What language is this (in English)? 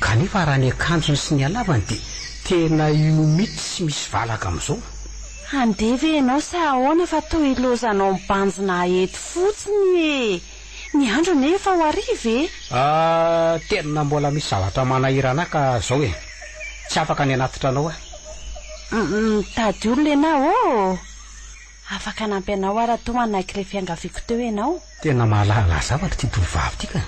Malagasy